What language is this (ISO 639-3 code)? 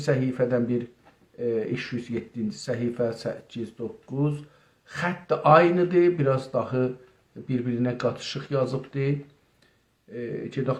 azb